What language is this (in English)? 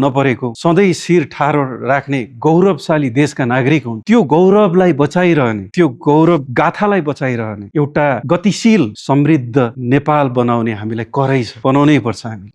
Nepali